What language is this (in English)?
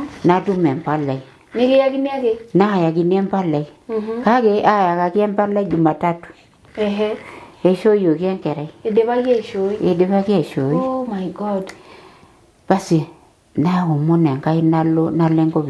Masai